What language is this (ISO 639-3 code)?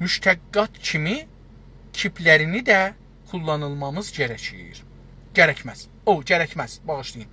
azb